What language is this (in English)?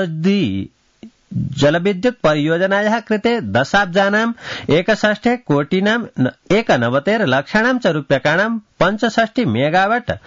Sanskrit